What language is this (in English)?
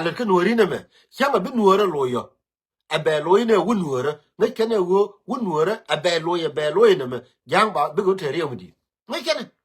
Nuer